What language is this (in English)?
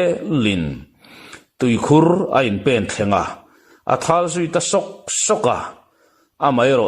Mizo